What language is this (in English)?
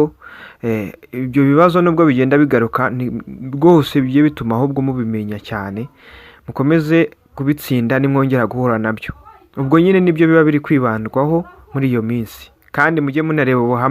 Kinyarwanda